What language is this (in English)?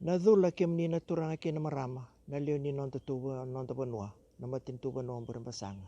Fijian